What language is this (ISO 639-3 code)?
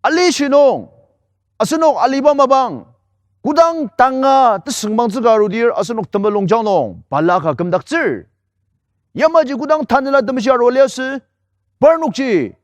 njo